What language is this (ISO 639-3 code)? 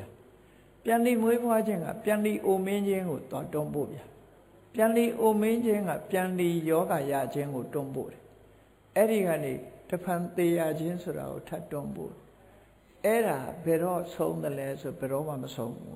mya